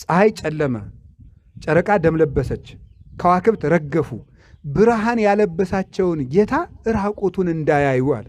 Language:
Amharic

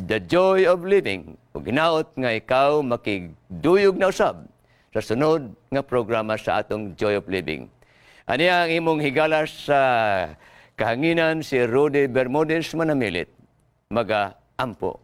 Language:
Cebuano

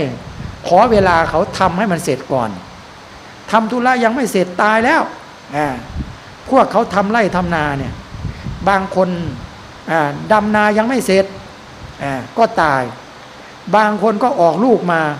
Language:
Thai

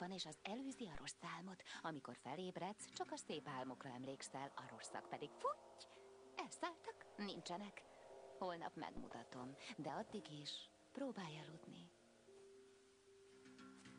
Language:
Hungarian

